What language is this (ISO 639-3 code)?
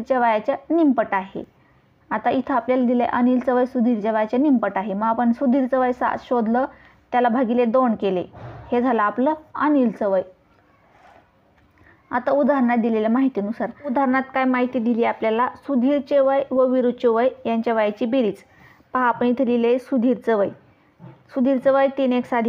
mar